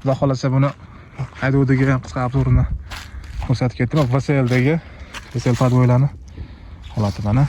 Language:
Uzbek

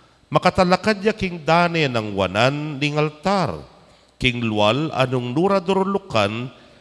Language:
Pampanga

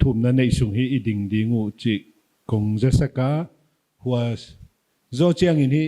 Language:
Paite Chin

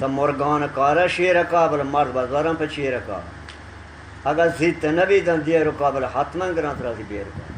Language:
Eastern Balochi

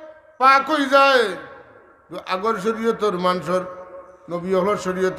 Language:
Sylheti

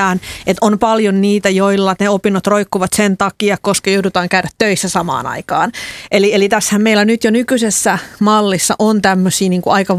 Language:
Finnish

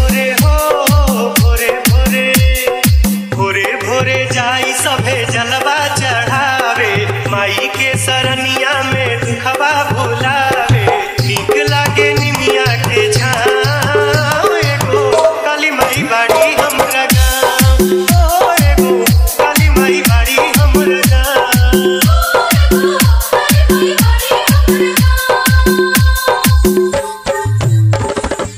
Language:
Bhojpuri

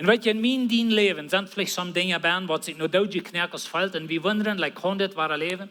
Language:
Plautdietsch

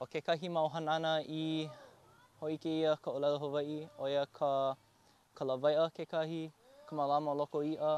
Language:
Hawaiian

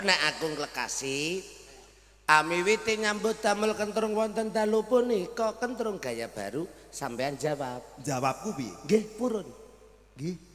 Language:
Javanese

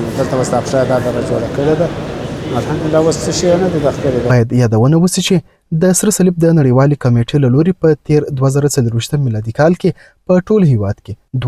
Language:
Pashto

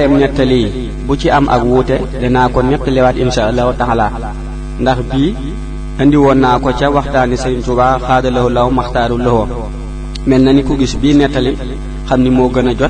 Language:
Wolof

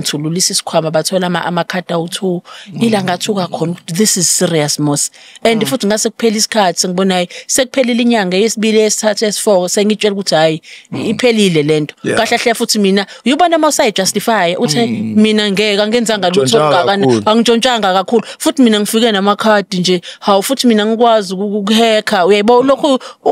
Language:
Zulu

